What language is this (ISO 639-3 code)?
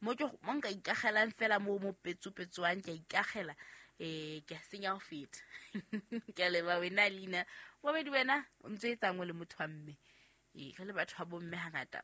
sot